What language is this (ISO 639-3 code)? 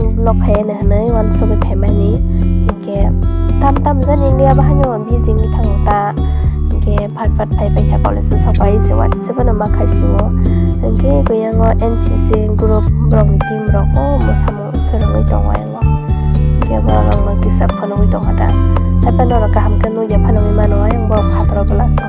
trp